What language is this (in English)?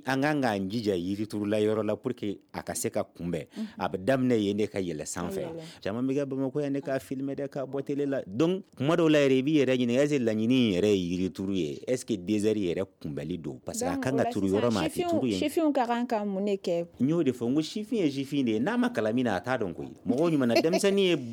Bambara